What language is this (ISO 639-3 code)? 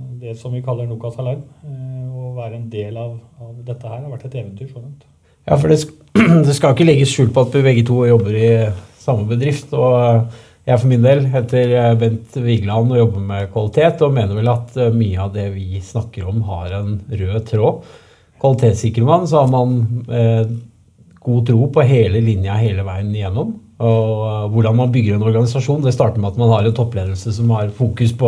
nor